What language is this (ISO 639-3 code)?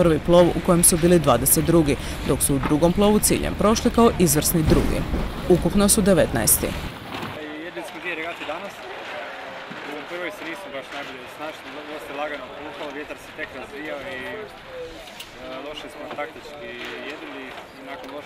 hrv